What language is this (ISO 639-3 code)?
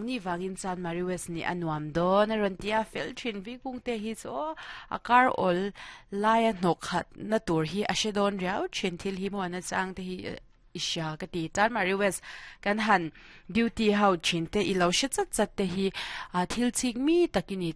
lus